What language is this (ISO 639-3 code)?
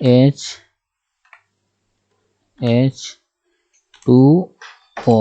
sat